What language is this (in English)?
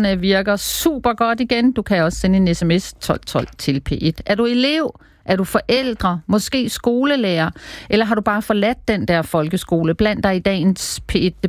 Danish